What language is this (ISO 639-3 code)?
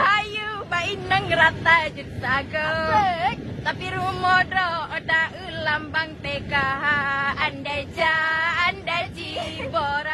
ace